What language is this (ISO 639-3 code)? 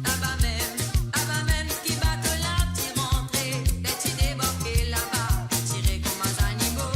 mfe